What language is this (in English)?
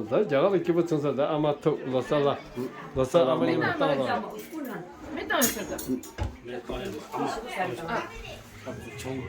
Tibetan